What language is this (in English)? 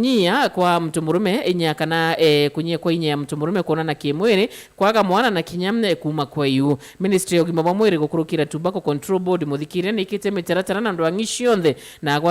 Meru